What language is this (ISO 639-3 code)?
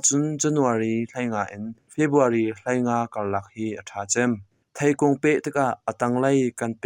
cnh